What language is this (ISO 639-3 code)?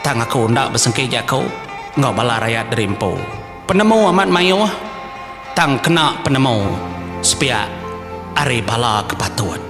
iba